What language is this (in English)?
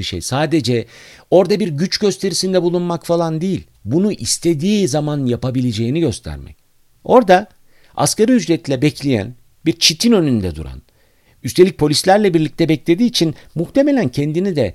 Turkish